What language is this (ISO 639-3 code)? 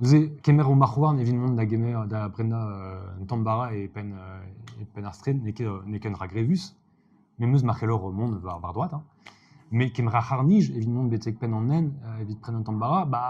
bre